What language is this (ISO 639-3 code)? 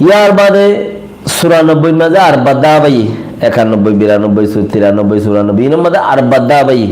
rhg